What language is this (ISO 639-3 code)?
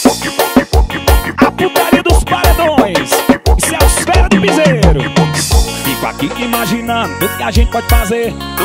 por